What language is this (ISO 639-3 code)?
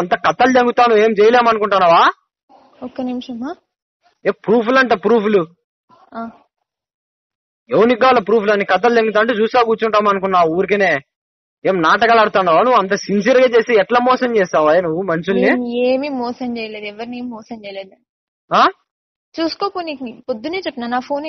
tel